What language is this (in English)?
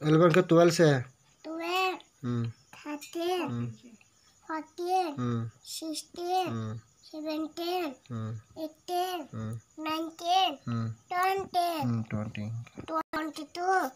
Kok Borok